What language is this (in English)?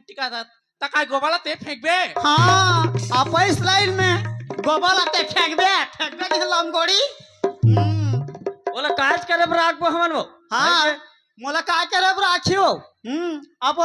Chhattisgarhi